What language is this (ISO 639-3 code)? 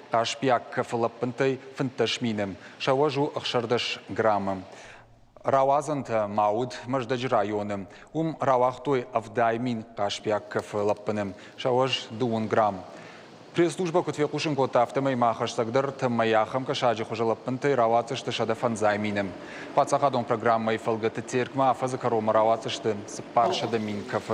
oss